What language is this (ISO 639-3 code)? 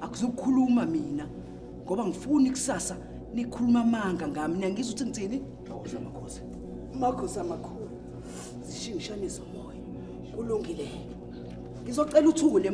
zul